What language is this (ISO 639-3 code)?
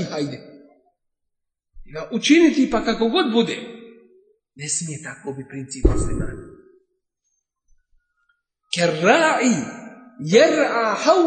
bos